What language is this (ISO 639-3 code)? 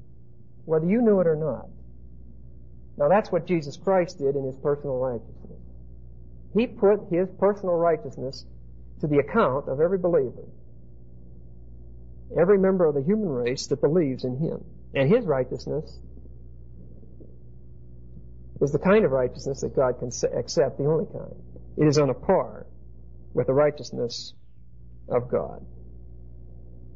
eng